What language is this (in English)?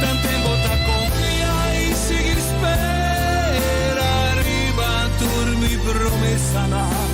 Papiamento